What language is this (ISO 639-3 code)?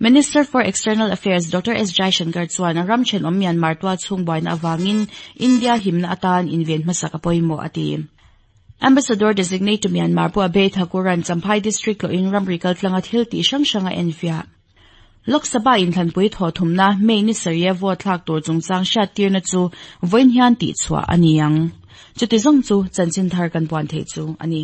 lus